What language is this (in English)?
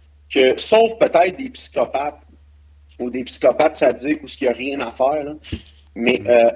French